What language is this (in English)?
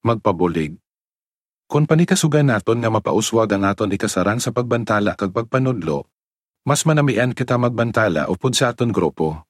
Hiligaynon